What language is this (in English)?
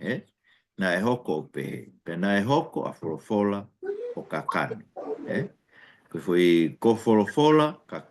Tongan